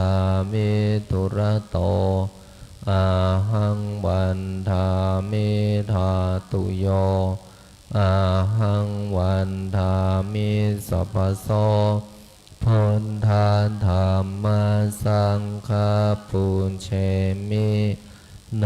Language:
Pali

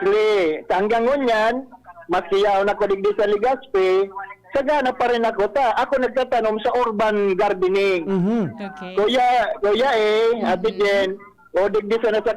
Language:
Bikol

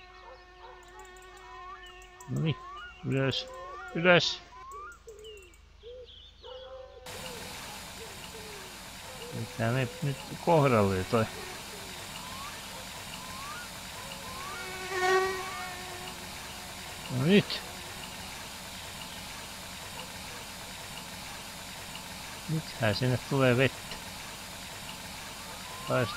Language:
Finnish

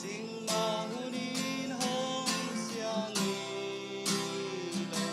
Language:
Tedim Chin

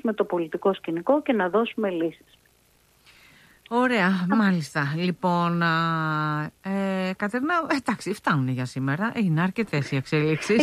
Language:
Greek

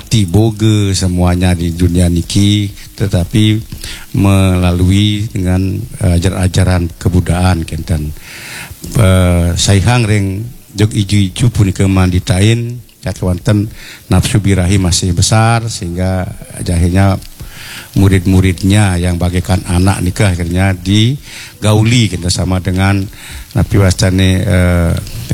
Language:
Balinese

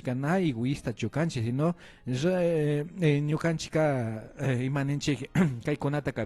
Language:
Imbabura Highland Quichua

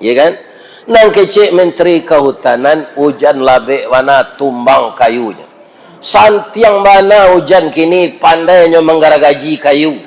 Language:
Minangkabau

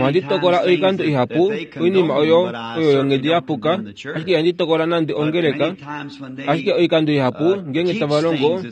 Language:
Kuanyama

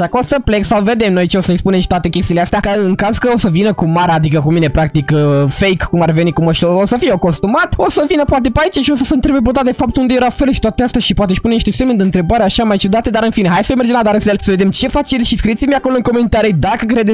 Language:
Romanian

